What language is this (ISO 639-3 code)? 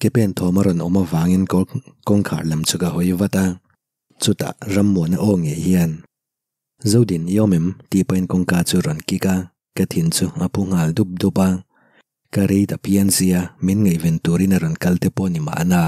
lus